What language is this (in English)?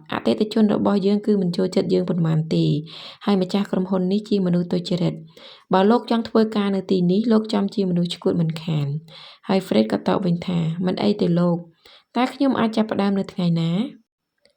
Khmer